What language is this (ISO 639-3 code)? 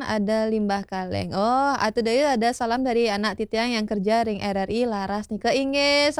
ban